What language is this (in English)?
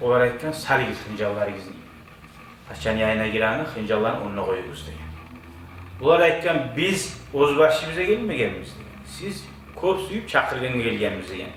Kumyk